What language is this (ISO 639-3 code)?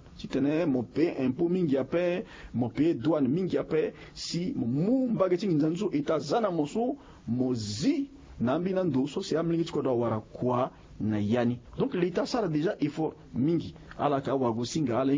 sag